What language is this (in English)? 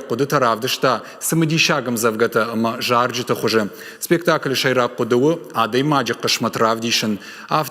Ossetic